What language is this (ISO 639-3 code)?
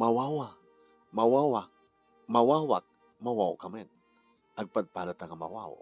ilo